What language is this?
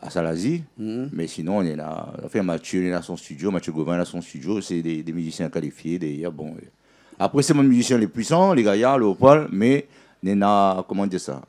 Réunion Creole French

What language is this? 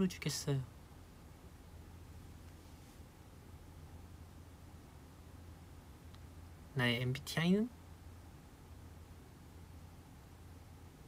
Korean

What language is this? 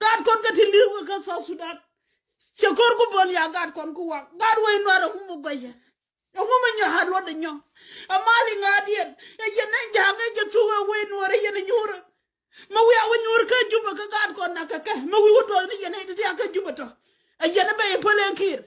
Nuer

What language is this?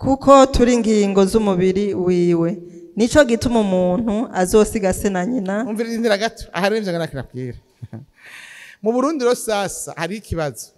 Rundi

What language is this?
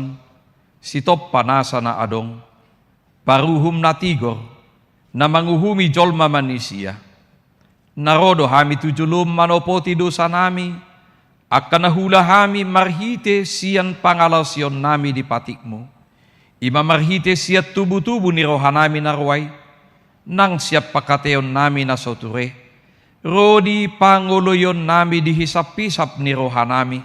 Batak Toba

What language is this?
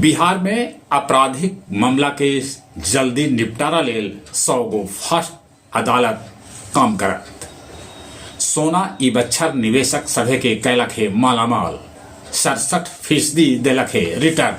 Magahi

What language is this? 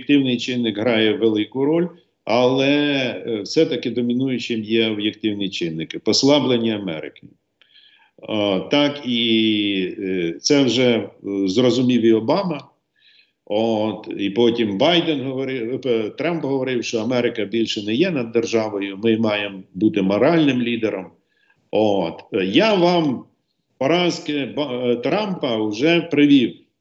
Ukrainian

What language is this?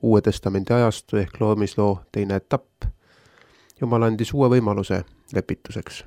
Estonian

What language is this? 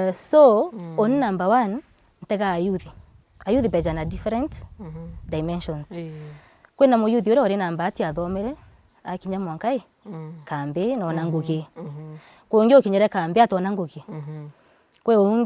Meru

